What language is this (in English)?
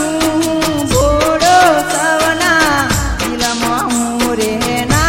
Gujarati